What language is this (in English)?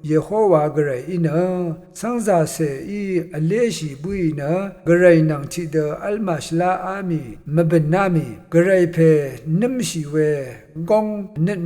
Rawang